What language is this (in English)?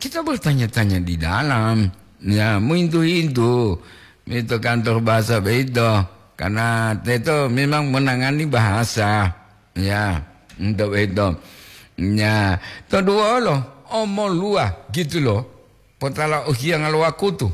Gorontalo